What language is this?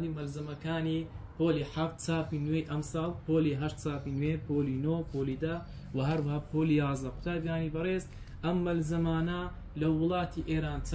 Central Kurdish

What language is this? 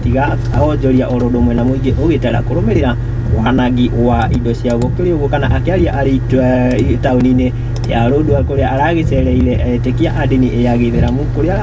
Kikuyu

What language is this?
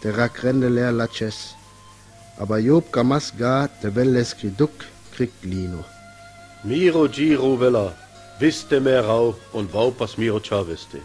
Sinte Romani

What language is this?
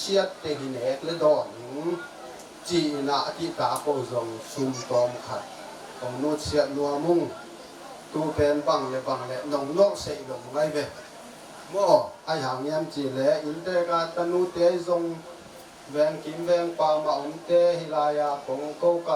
Tedim Chin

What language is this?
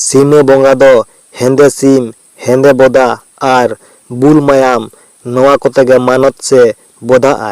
Santali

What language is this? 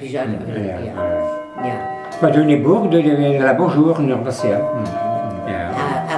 Breton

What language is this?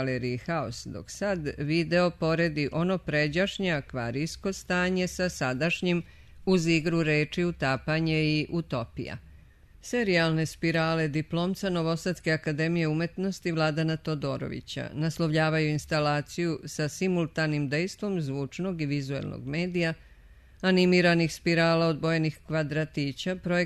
Serbian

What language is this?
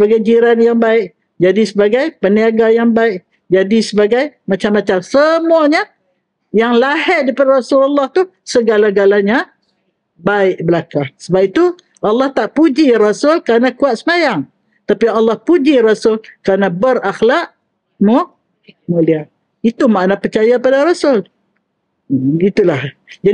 Malay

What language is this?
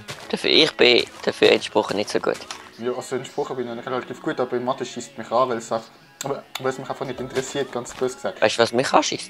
Swiss German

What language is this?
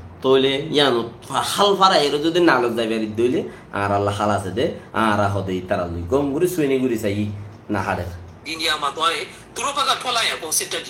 Rohingya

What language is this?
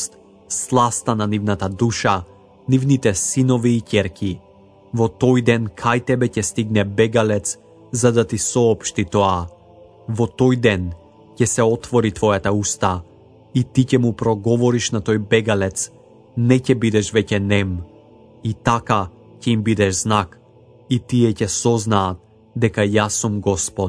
Macedonian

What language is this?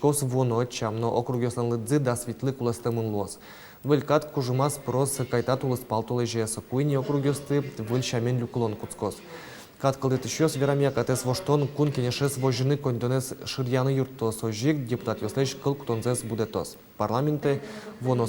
Udmurt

